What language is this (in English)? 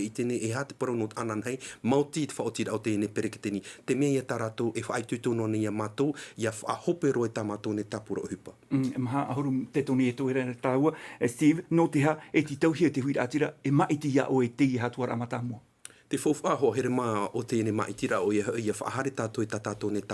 Tahitian